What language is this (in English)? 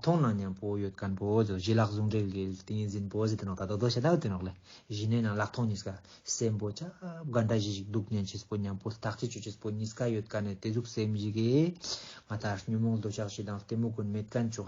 Ladakhi